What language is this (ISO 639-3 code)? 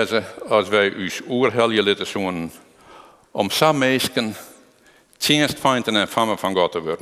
fry